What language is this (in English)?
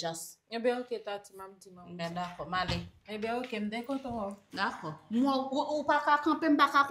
Haitian Creole